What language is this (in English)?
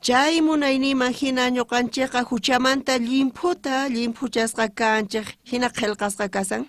South Bolivian Quechua